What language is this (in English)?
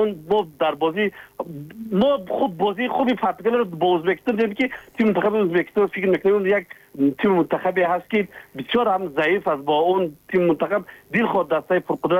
Tajik